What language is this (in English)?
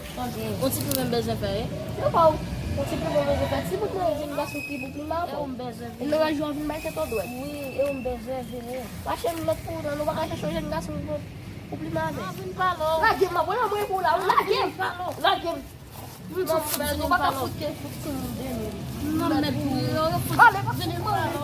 Haitian Creole